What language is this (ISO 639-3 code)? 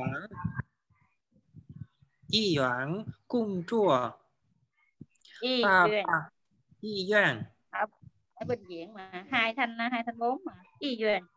vie